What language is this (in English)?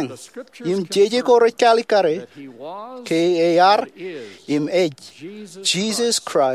Marshallese